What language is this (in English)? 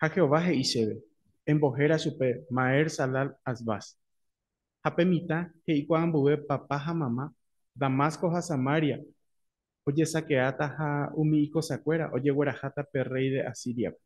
Guarani